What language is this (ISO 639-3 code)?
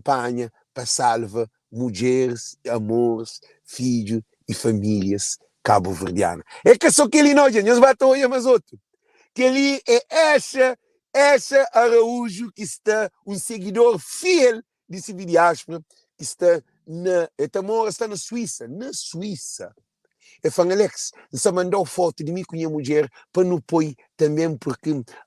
kea